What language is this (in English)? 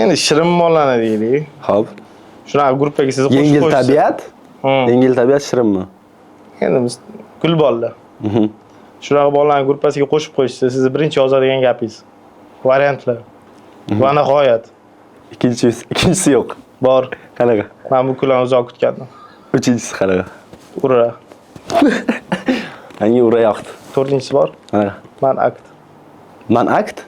Uzbek